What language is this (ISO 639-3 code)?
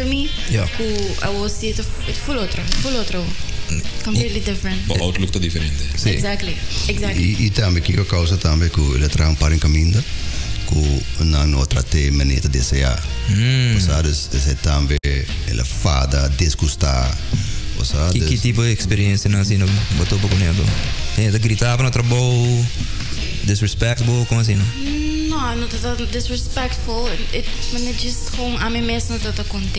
pap